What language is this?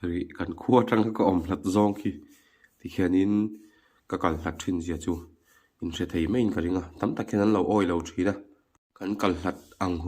Mizo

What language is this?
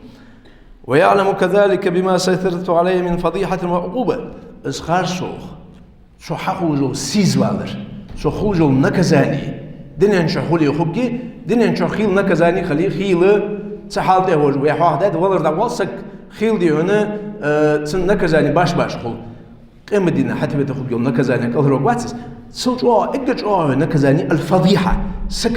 Ingush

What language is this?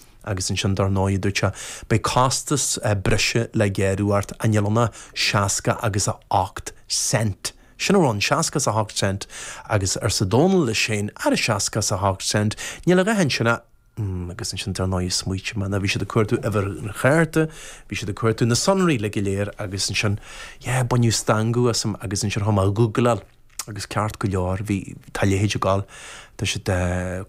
Irish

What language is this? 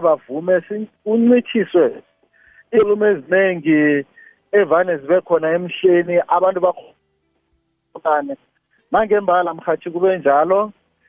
South Ndebele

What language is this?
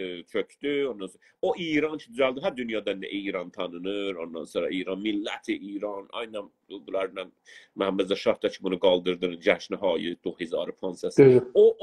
South Azerbaijani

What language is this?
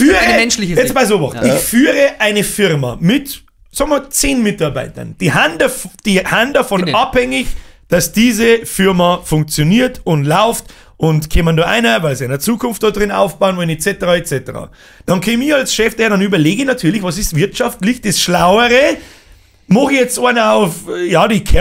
Bavarian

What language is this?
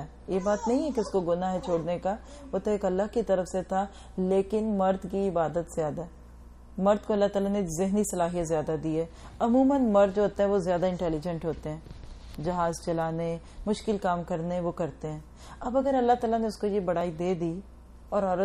Urdu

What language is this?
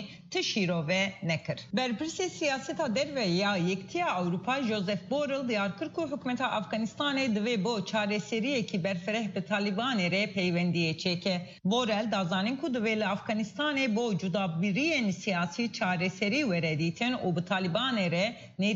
Kurdish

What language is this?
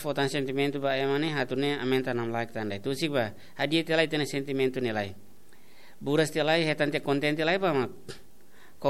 Tetum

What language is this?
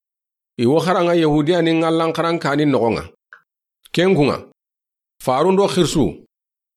Soninke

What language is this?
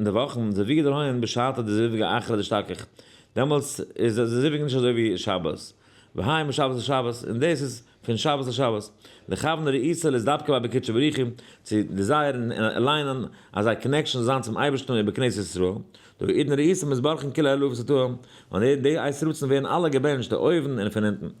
Yiddish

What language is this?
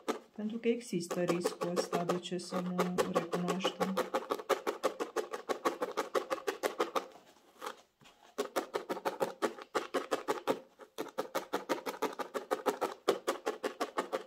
Romanian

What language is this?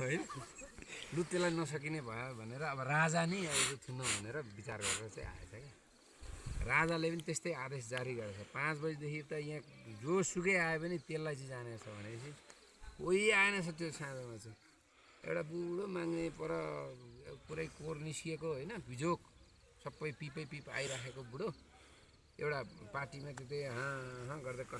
Nepali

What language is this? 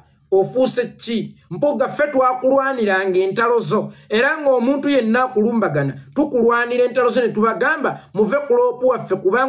Ganda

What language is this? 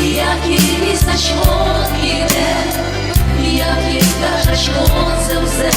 Udmurt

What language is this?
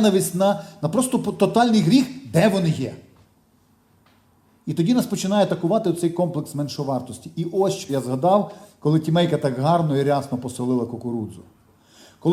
Ukrainian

